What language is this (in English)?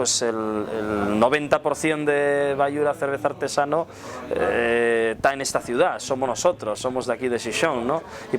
Asturian